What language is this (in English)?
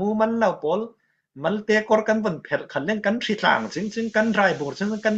Falam Chin